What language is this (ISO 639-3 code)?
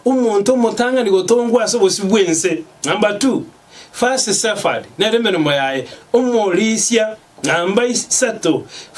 guz